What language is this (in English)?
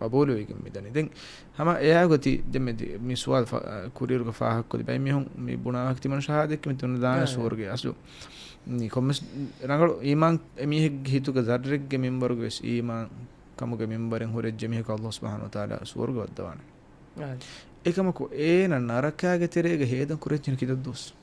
Divehi